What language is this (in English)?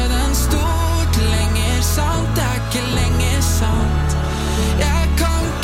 Norwegian